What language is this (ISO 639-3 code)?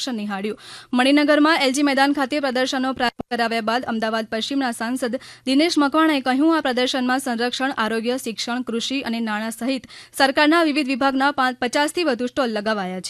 guj